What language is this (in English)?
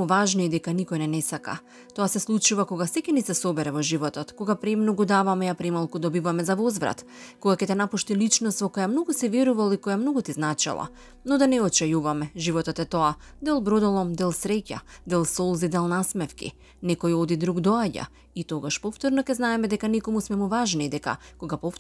Macedonian